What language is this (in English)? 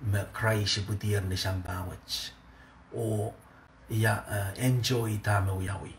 Pohnpeian